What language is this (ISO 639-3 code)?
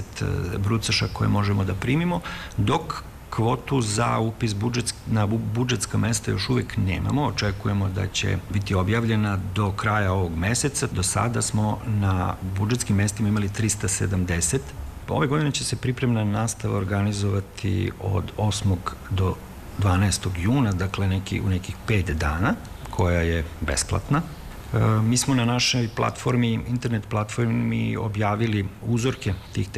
srp